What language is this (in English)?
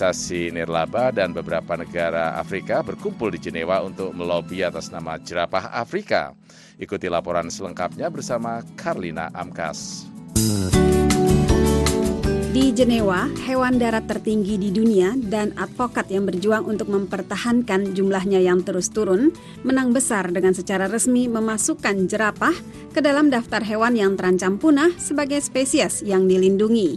Indonesian